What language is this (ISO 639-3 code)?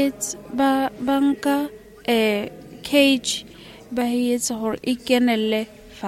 sot